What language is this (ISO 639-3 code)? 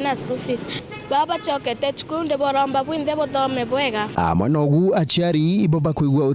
mer